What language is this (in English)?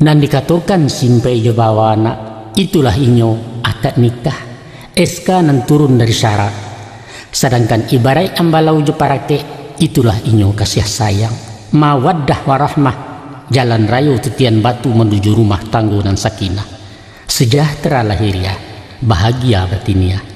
Minangkabau